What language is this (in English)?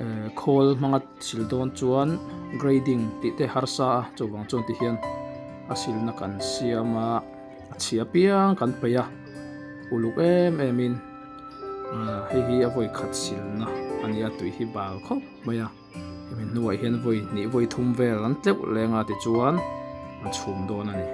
Mizo